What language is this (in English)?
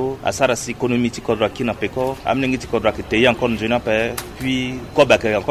Sango